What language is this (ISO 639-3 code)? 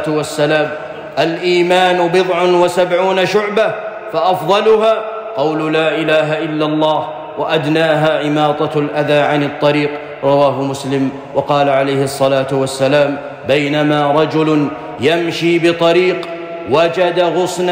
ara